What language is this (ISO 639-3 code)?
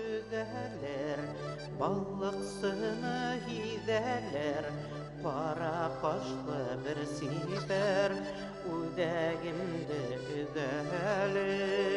bak